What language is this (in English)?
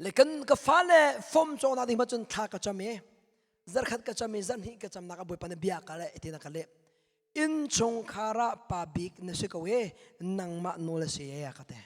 Hakha Chin